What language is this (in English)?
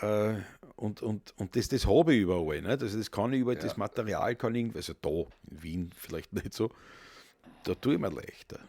Bavarian